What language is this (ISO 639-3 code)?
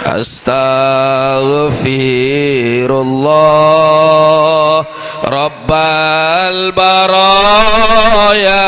sas